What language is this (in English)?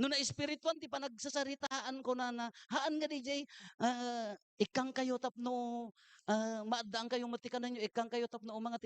Iloko